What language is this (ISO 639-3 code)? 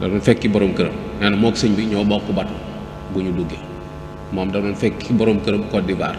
wol